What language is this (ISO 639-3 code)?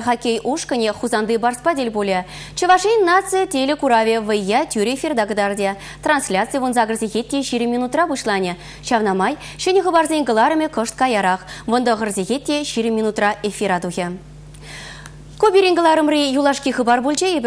chv